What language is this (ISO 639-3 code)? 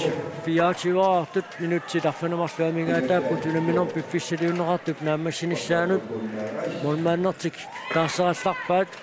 kal